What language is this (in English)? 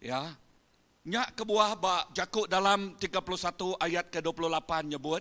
Iban